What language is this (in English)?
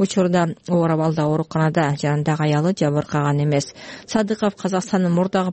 Kyrgyz